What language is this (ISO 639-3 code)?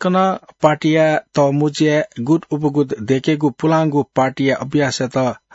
new